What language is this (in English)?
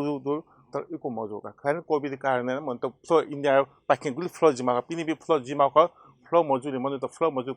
Newari